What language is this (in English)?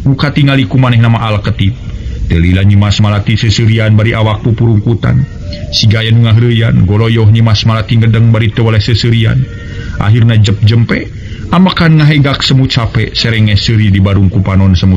Sundanese